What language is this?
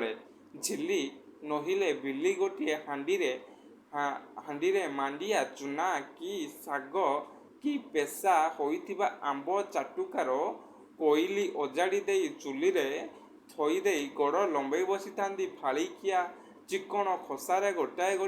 Odia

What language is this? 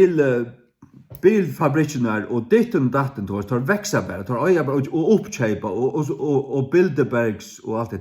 Faroese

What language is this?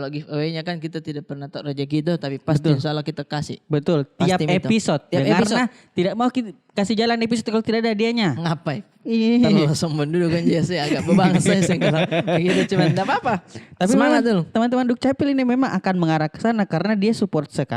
Makassar Malay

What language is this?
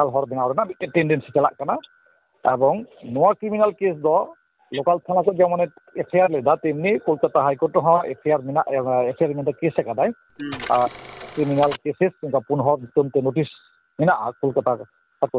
Santali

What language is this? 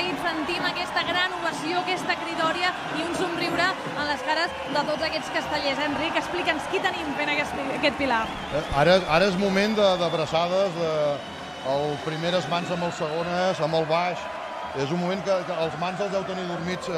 Catalan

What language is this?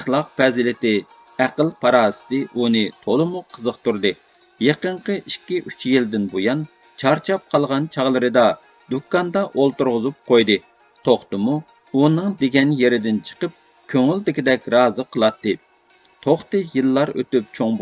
Uyghur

